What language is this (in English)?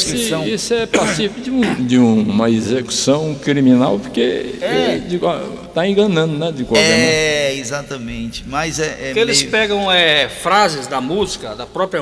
Portuguese